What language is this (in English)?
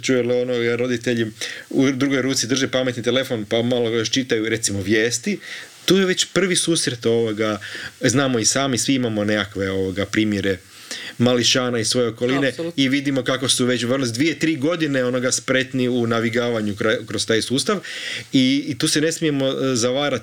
Croatian